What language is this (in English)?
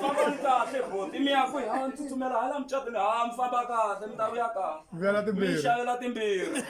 Tsonga